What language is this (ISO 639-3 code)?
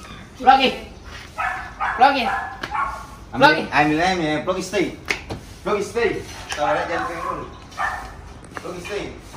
ind